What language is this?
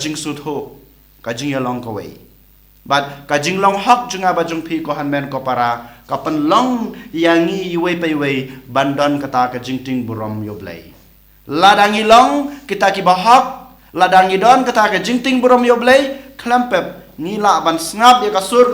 Khasi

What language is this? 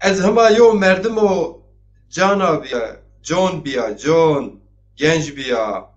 Zaza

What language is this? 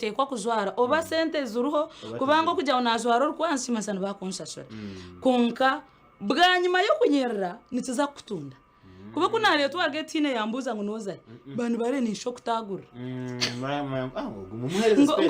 Nyankole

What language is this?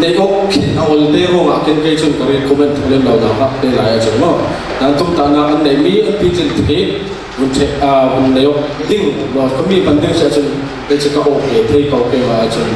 Falam Chin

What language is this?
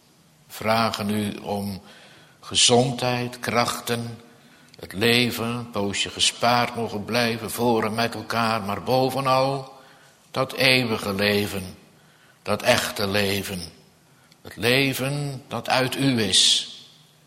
Dutch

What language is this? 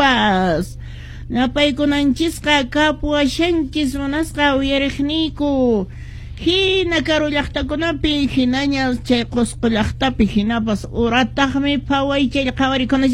Quechua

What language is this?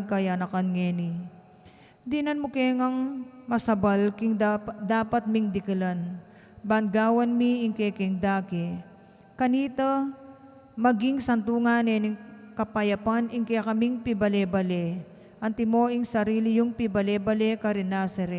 Pampanga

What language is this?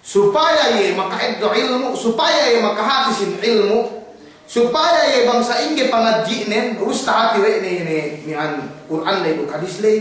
Yakan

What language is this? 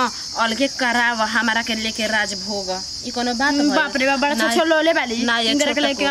Bhojpuri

